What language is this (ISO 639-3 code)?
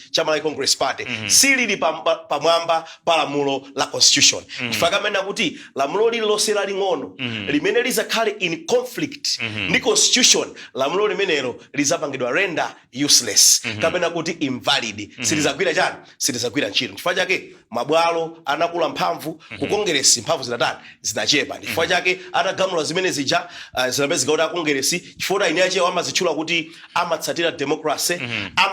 nya